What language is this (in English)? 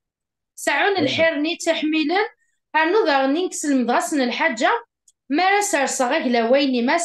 Kabyle